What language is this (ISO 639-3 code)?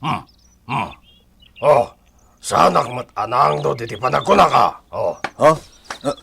ilo